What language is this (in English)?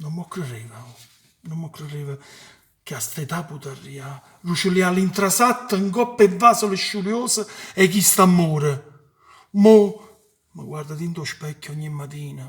Neapolitan